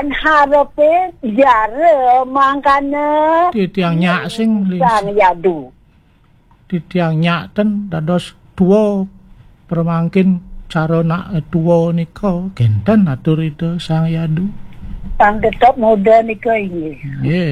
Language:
Balinese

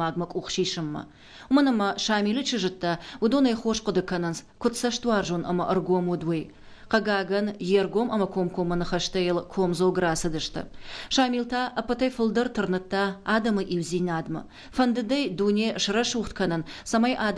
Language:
Ossetic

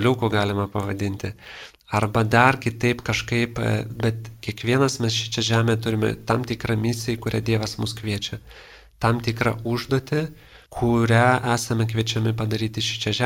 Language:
Lithuanian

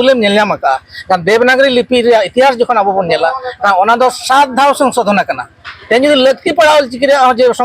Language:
Santali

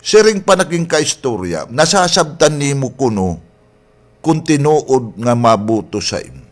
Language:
Waray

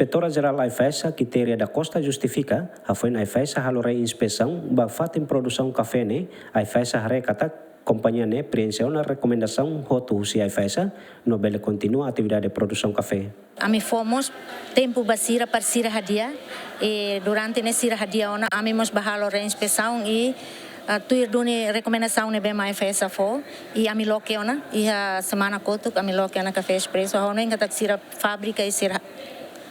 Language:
Tetum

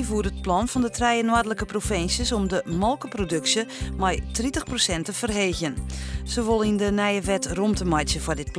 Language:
Western Frisian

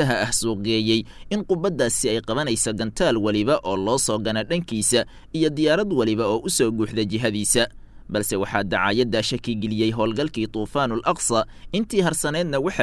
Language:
Somali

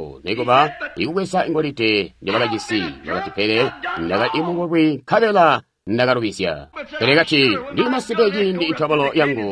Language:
Tonga (Zambia)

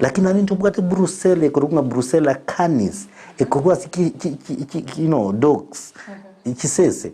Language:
Gusii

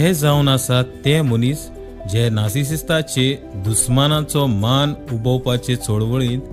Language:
Konkani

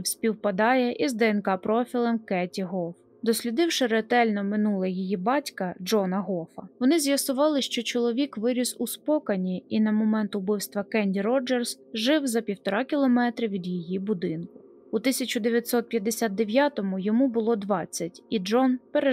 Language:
Ukrainian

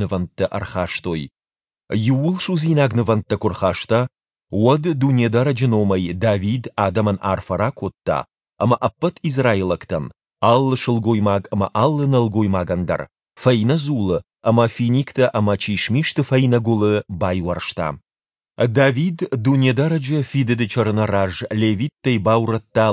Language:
Ossetic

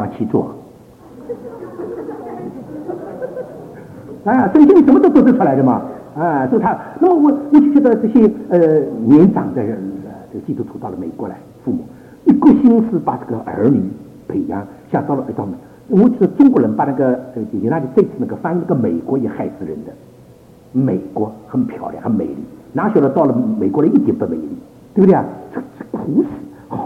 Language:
Chinese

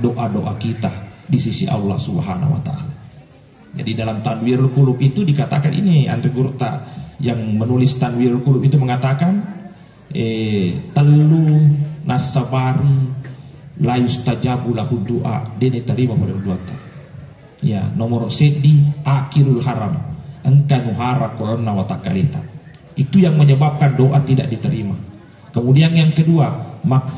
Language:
Buginese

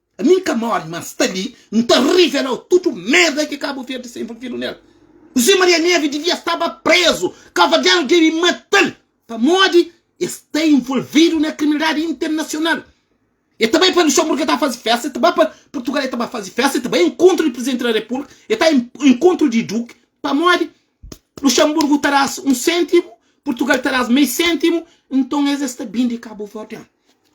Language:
Kabuverdianu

